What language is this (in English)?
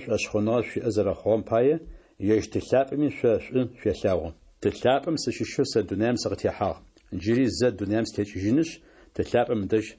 Adyghe